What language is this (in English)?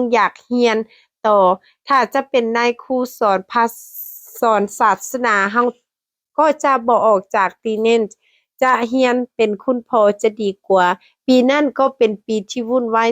Lao